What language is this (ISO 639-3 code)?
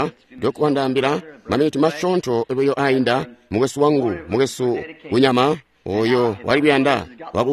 toi